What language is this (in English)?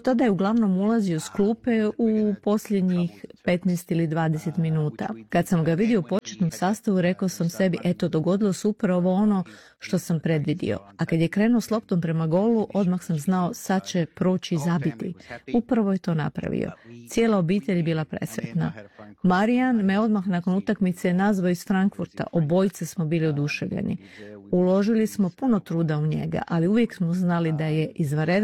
Croatian